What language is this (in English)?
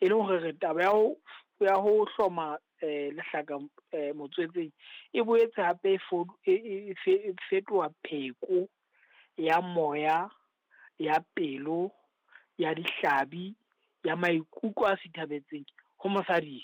Southern Sotho